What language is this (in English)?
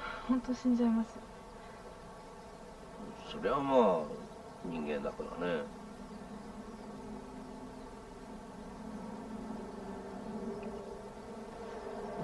Japanese